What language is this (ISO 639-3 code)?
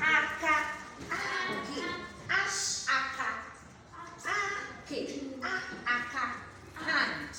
ibo